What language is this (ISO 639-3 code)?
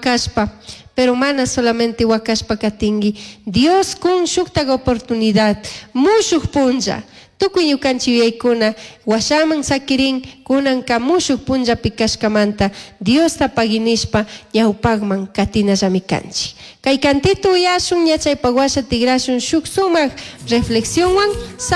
qug